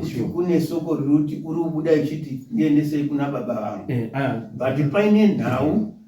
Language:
Shona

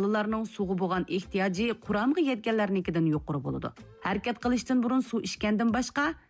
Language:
Uyghur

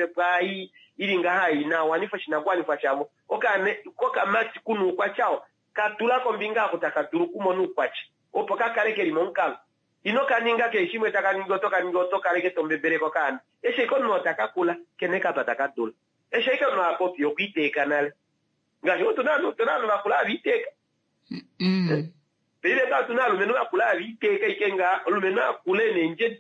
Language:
Kuanyama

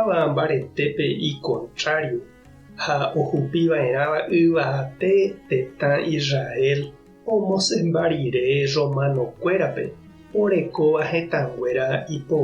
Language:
Guarani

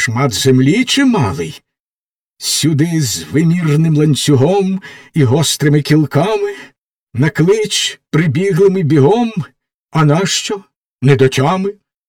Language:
Ukrainian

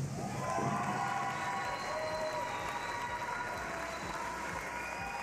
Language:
Finnish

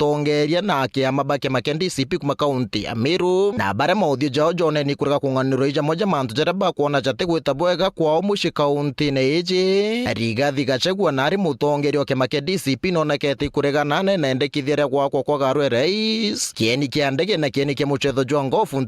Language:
Meru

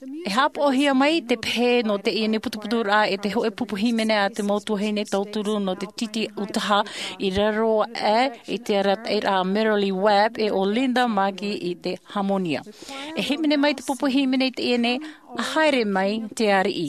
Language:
Tahitian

